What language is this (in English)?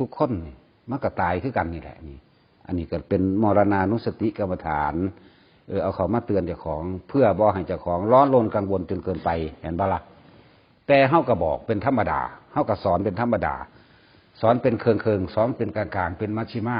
Northeastern Thai